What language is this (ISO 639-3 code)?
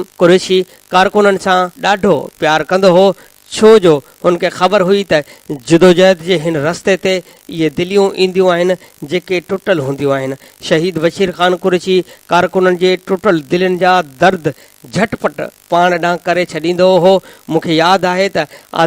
snd